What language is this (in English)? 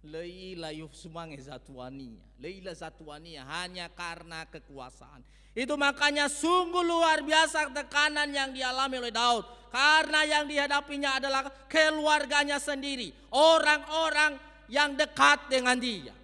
Nias